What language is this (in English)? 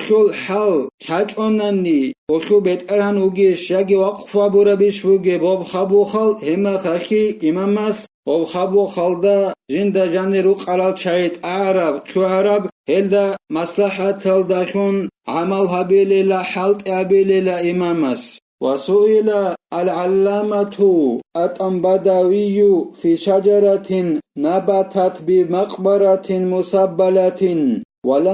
Avaric